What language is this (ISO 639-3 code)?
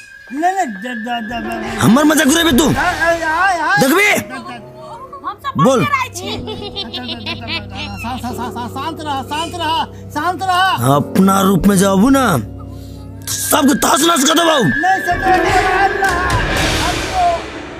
mai